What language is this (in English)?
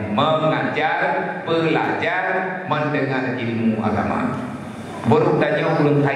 Achinese